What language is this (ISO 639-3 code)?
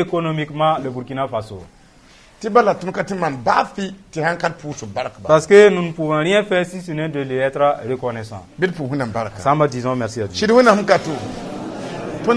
mos